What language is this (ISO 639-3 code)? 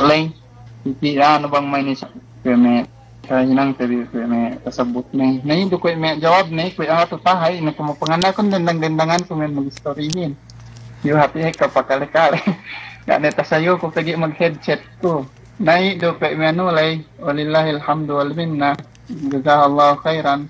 yka